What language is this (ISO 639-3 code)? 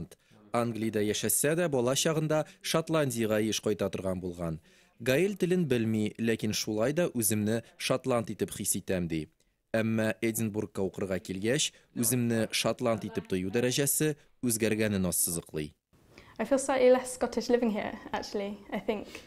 tat